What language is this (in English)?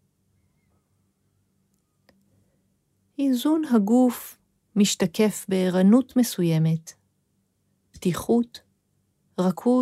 Hebrew